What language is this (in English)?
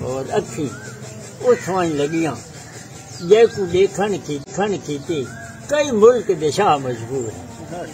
Saraiki